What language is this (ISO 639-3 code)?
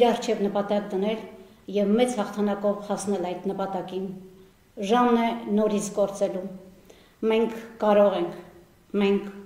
hye